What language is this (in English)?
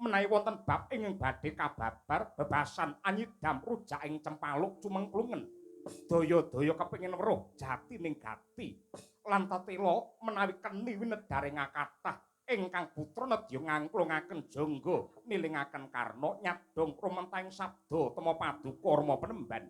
Javanese